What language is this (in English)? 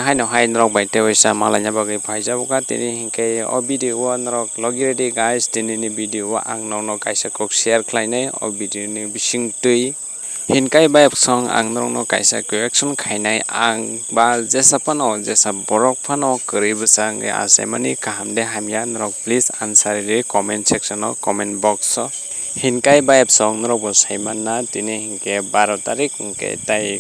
Kok Borok